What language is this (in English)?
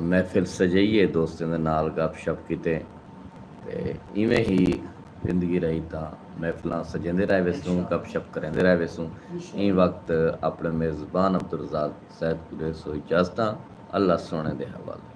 Saraiki